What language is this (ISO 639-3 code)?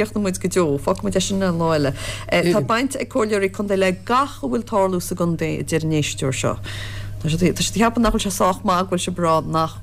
gle